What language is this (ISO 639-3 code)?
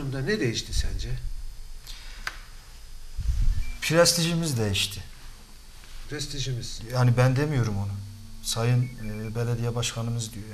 tur